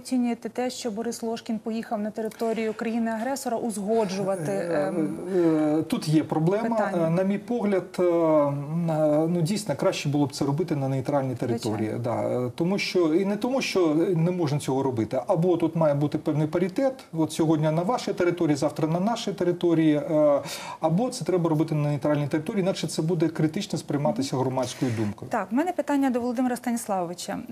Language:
Ukrainian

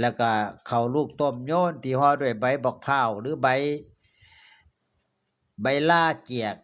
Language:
Northeastern Thai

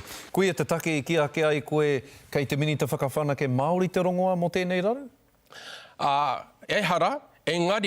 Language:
Māori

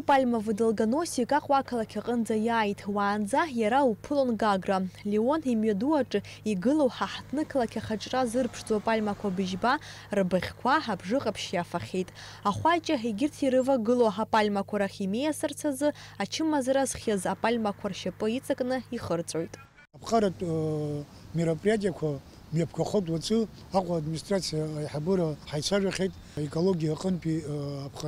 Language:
Abkhazian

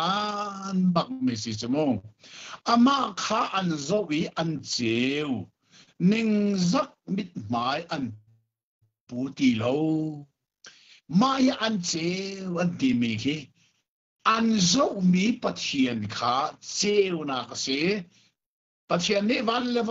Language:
Hakha Chin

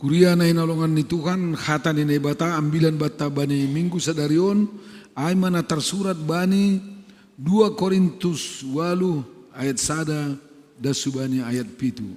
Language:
Batak Simalungun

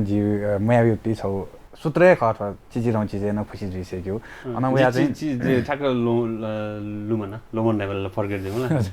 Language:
Newari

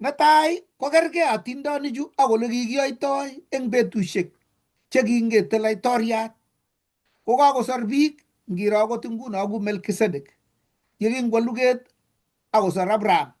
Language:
Kalenjin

